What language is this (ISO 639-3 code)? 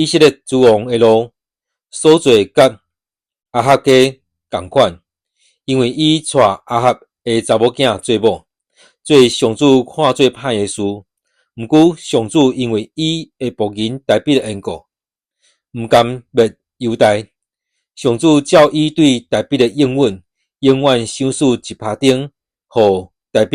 nan